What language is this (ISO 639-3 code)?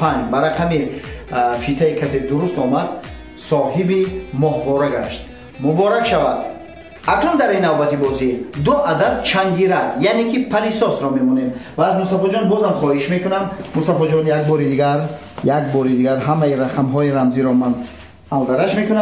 tgk